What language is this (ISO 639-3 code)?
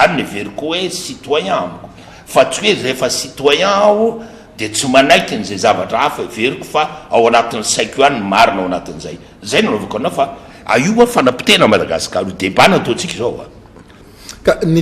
mlg